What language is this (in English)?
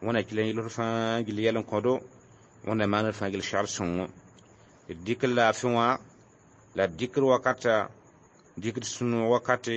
Mossi